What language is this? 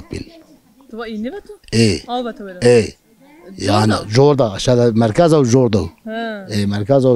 Zaza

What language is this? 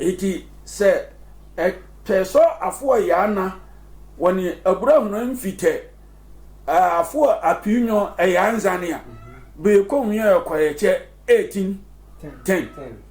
Sehwi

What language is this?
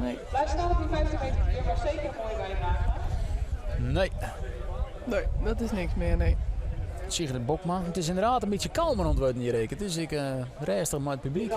Western Frisian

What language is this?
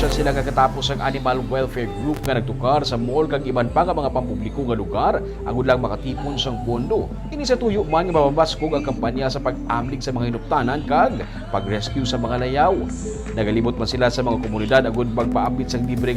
Hiligaynon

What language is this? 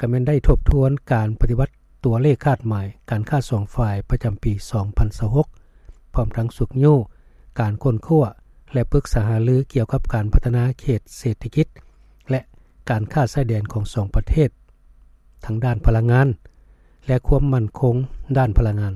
Lao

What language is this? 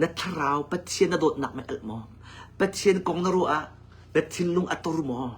Hakha Chin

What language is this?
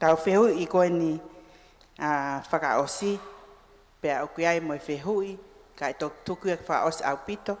Tongan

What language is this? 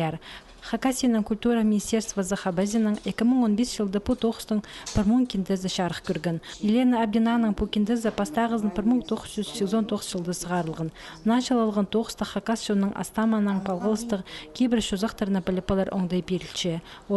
Khakas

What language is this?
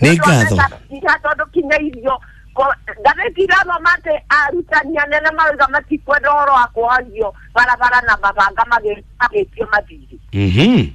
Kikuyu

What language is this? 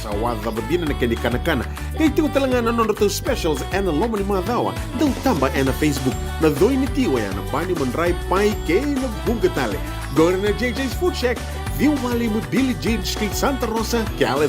Fijian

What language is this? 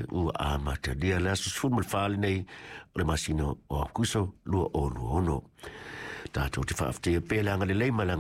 Samoan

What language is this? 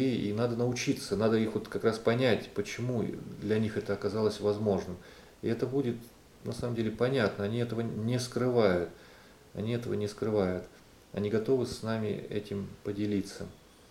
Russian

